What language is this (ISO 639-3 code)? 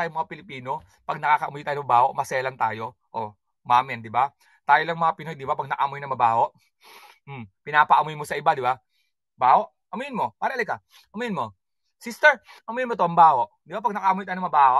fil